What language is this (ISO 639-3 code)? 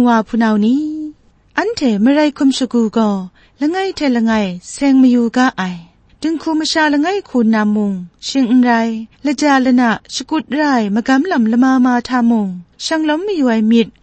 kac